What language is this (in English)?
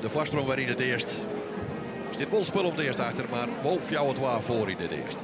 Western Frisian